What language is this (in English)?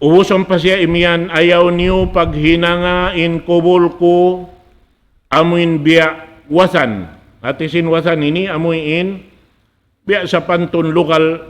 Tausug